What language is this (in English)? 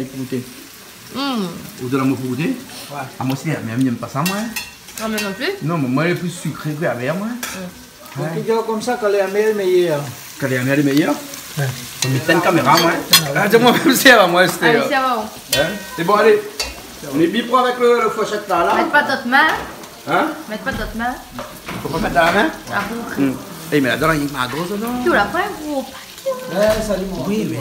Réunion Creole French